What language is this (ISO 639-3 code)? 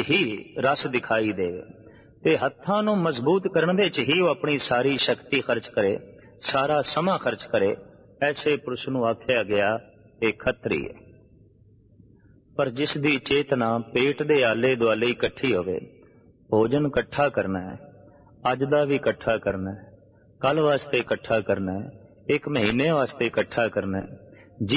pan